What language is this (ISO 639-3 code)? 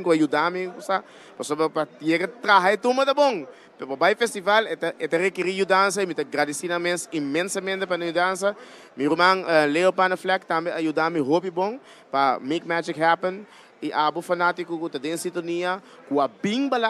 pap